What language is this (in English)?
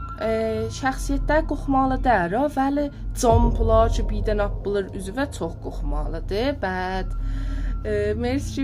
South Azerbaijani